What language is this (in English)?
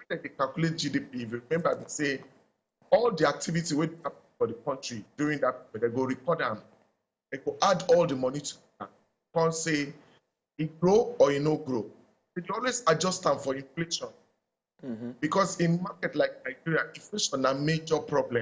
Nigerian Pidgin